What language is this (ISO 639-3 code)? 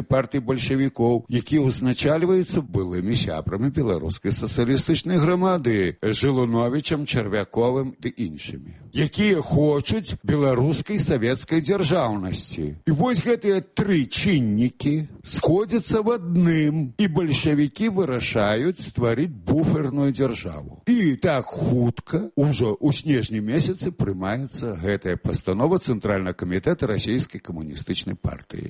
bel